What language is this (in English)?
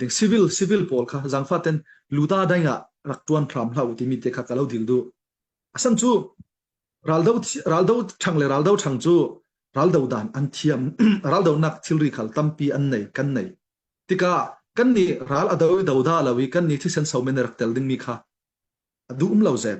Falam Chin